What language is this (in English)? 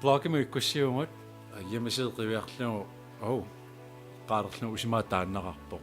Kalaallisut